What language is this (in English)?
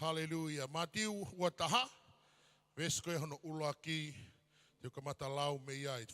Tongan